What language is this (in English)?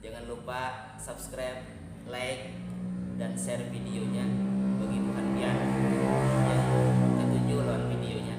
Banjar